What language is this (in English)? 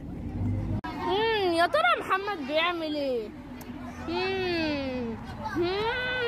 Egyptian Arabic